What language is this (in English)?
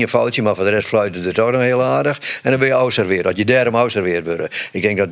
Western Frisian